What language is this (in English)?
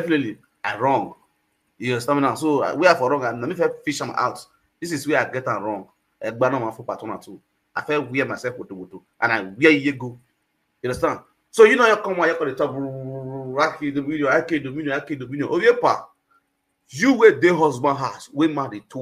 Nigerian Pidgin